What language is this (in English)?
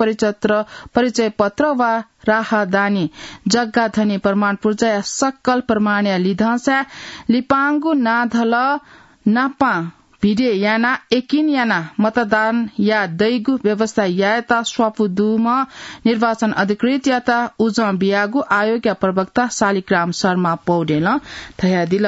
Newari